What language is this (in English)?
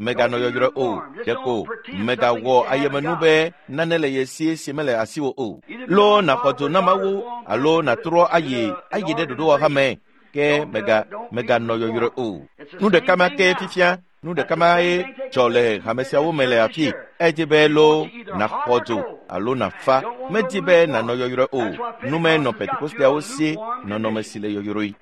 Ewe